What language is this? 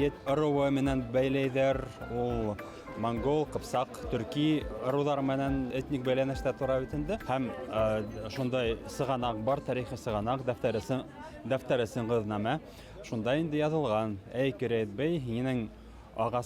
Bashkir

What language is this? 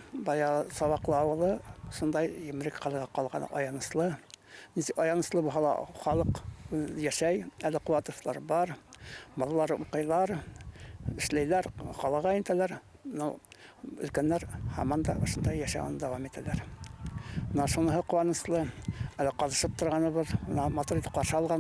Bashkir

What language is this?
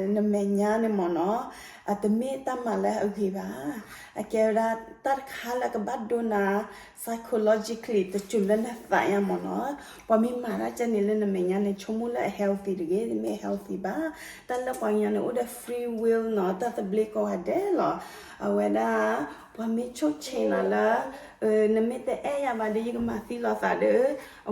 S'gaw Karen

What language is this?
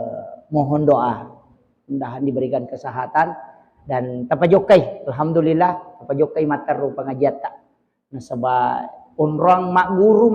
Buginese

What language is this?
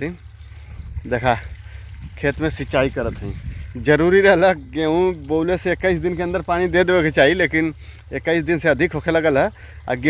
Bhojpuri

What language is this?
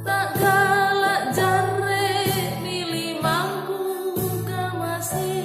Makasar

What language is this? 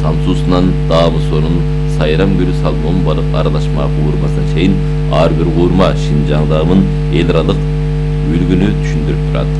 Kyrgyz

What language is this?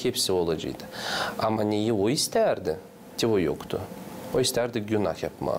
Gagauz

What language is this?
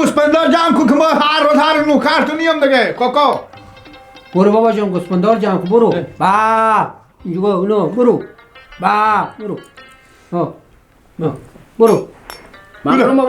Persian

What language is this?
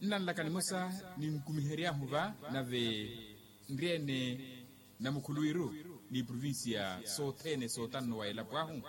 Makhuwa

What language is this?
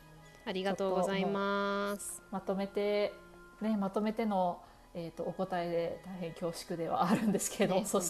Japanese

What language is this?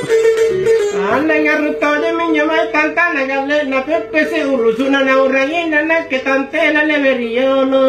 Makasar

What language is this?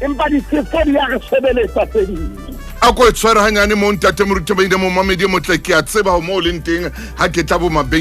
Southern Sotho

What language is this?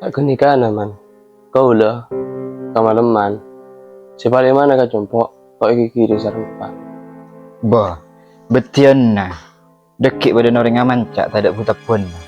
Madurese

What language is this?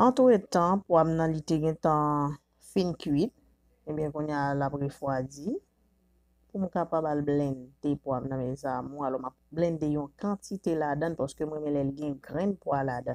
Haitian Creole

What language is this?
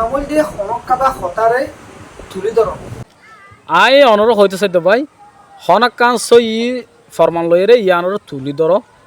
Rohingya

